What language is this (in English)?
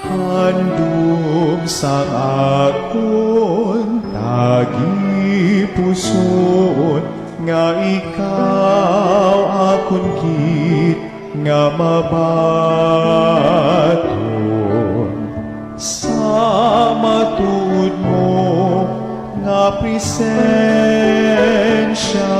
Hiligaynon